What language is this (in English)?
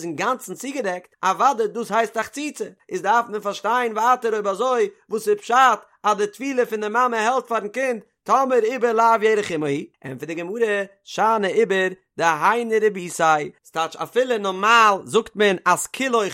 Yiddish